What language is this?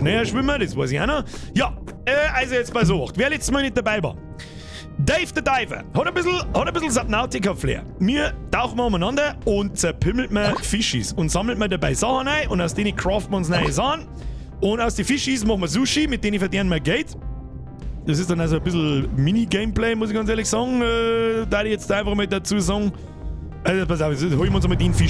Bavarian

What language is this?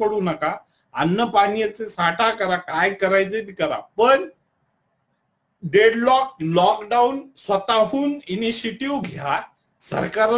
Marathi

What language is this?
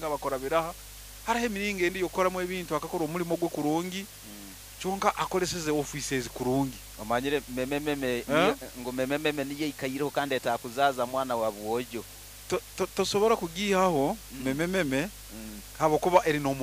Nyankole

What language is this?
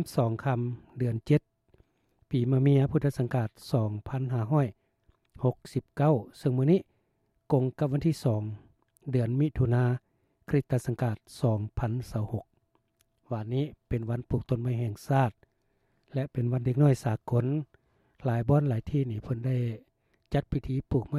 Lao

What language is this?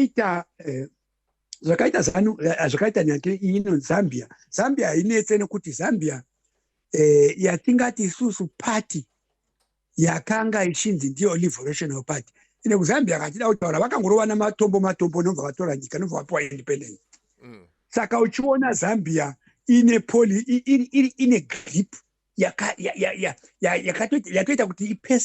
Shona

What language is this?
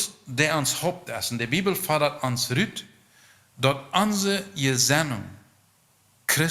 Plautdietsch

